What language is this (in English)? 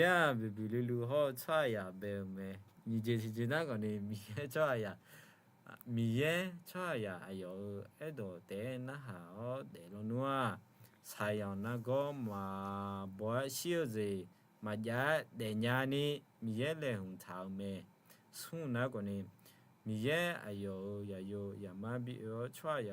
Akha